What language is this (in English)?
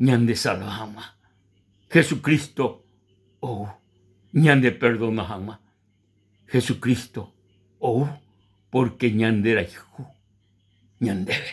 Guarani